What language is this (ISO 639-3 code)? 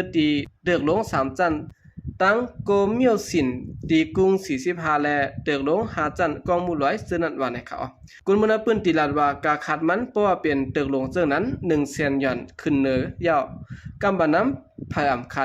shn